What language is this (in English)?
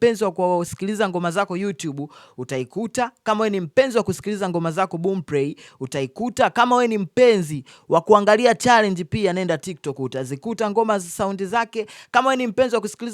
Swahili